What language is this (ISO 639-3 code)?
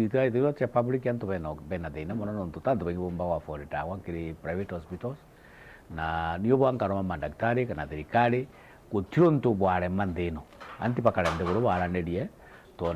mer